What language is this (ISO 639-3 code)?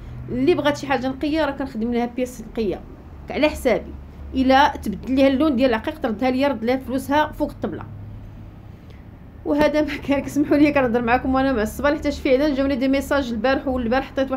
ary